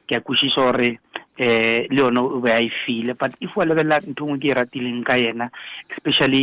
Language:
Northern Sotho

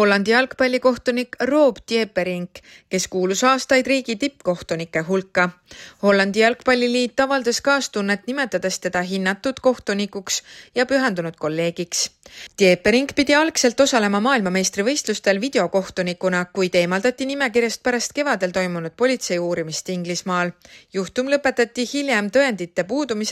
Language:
Estonian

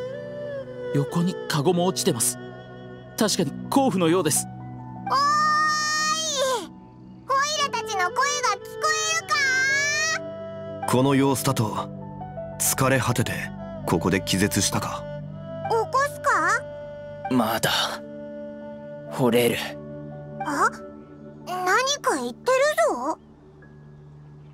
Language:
Japanese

